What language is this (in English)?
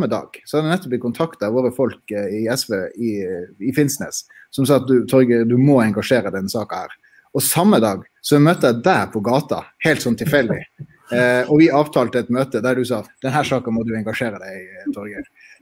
Norwegian